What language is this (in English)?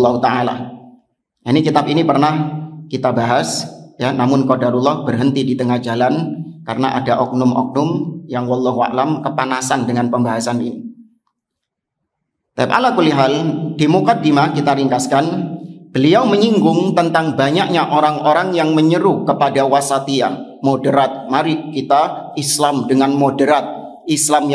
Indonesian